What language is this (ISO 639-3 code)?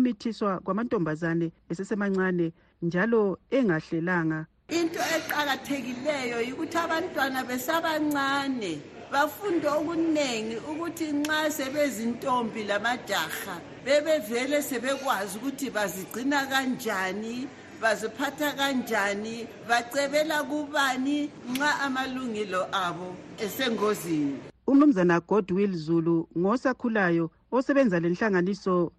nde